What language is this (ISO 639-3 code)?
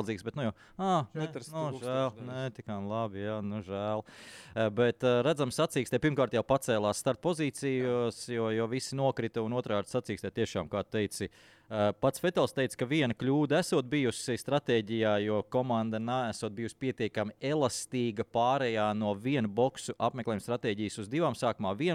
lav